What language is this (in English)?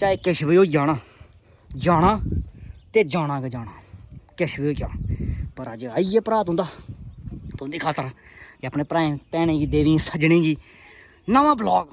Dogri